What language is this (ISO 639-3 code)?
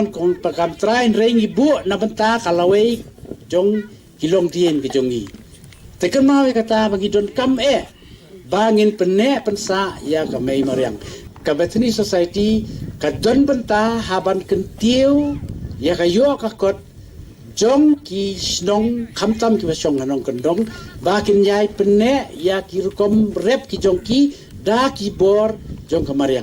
kha